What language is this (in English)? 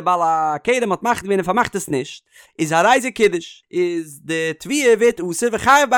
Yiddish